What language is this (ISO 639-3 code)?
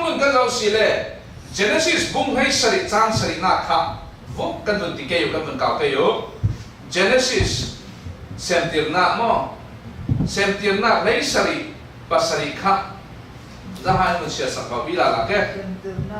cfm